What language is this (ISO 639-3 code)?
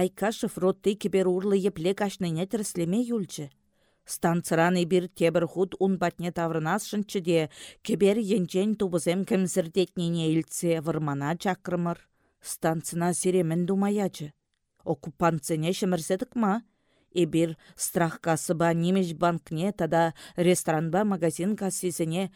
chv